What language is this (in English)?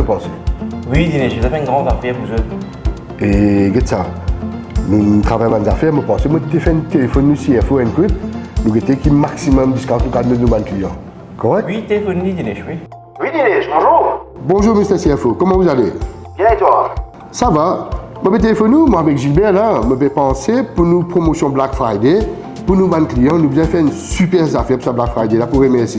Morisyen